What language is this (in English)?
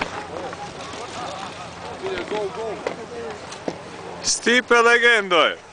Croatian